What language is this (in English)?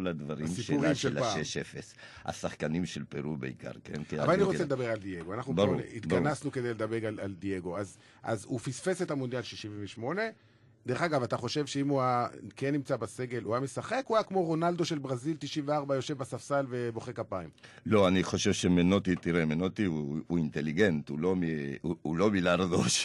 Hebrew